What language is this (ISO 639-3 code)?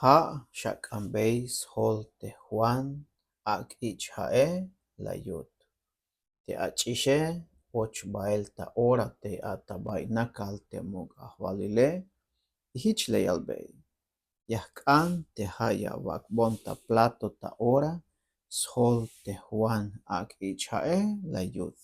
tzh